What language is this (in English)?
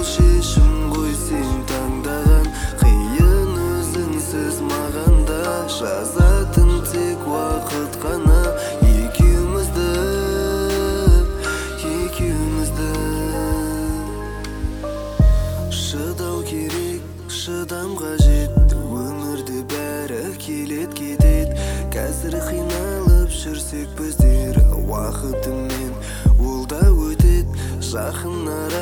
Kazakh